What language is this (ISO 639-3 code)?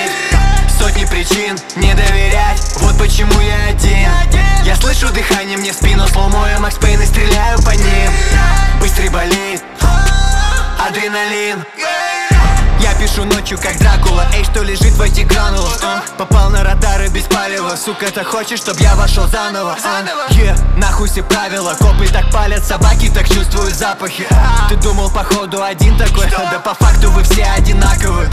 rus